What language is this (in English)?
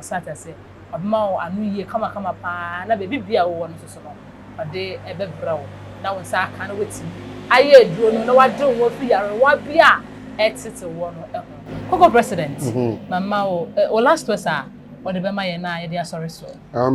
Akan